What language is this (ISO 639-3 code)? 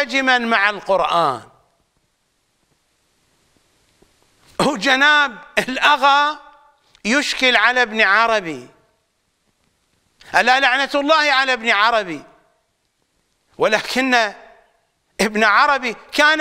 ara